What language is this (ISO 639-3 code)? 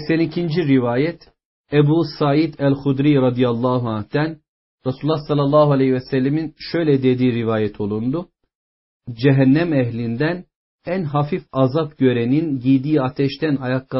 tur